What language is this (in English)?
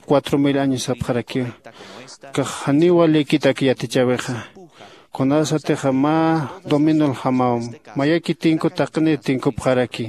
Aymara